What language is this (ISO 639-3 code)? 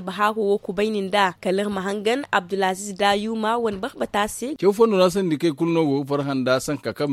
dje